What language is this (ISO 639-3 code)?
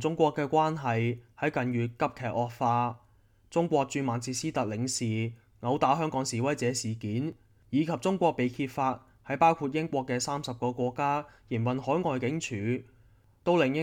yue